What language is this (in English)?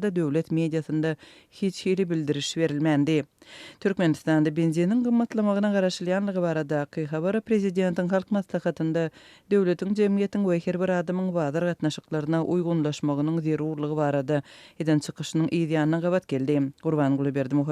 Turkmen